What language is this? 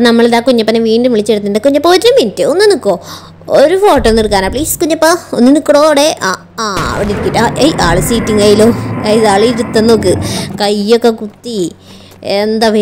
Malayalam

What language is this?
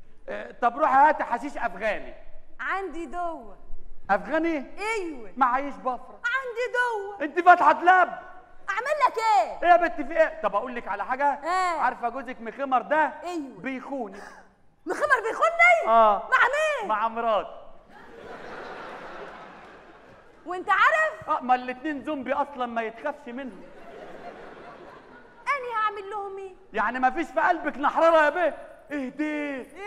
Egyptian Arabic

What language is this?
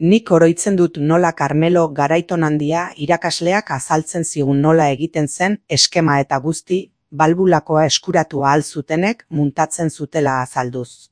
Basque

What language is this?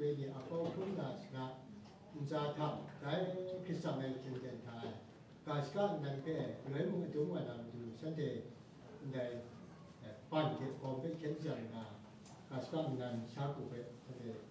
Kachin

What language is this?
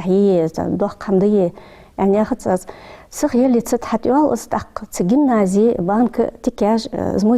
Ingush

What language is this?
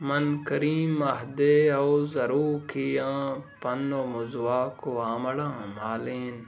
Baluchi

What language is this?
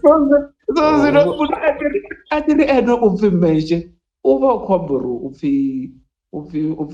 Venda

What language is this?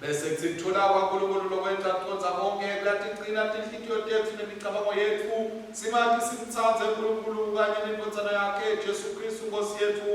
Swati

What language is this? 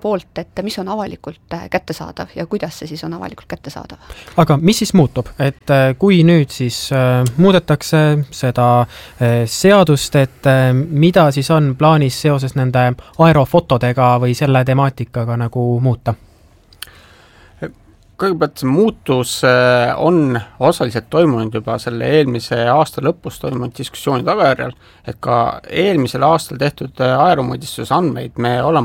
Estonian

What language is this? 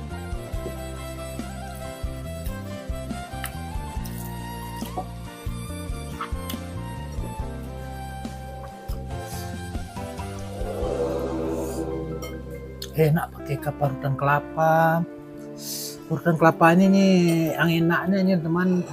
Indonesian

